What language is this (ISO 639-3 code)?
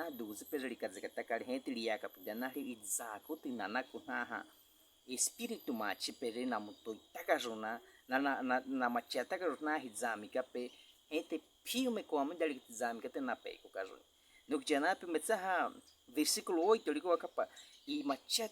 bwi